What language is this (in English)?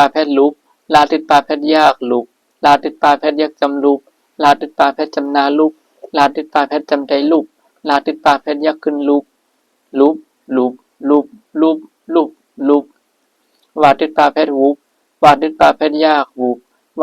Shan